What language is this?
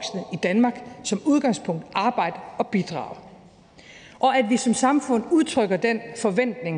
Danish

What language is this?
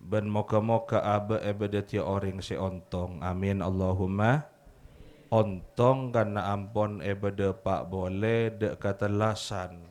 Madurese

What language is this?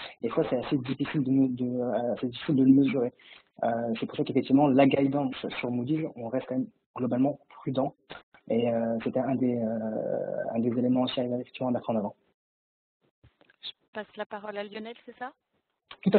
French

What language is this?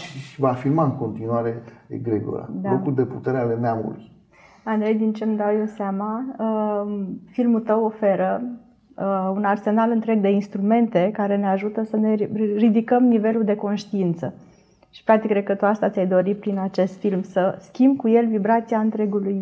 Romanian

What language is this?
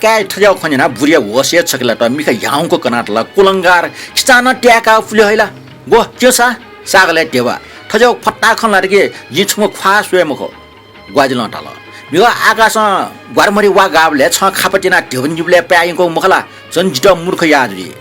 Newari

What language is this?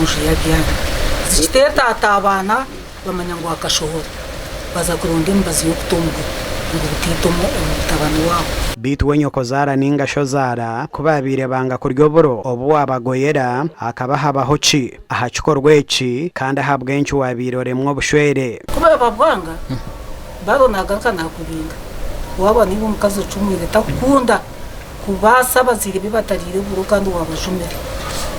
Nyankole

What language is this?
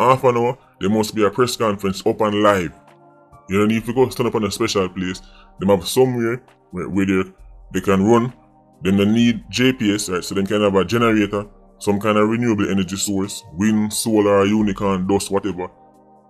Jamaican Creole English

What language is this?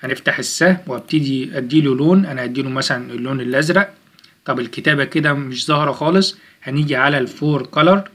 Egyptian Arabic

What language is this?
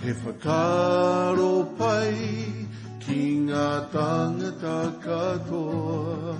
Māori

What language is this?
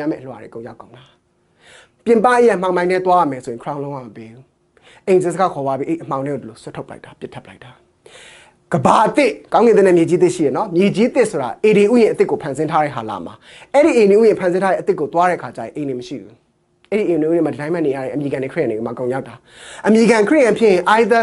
Burmese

